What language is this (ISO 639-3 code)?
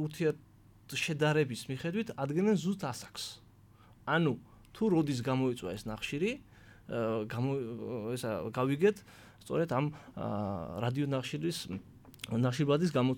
kat